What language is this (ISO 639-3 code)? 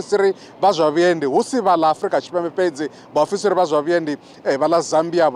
ven